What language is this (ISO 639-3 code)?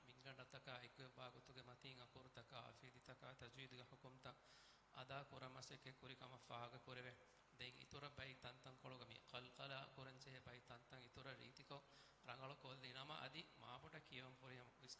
div